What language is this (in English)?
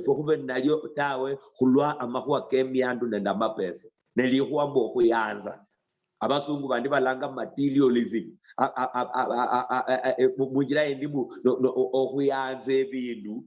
Luyia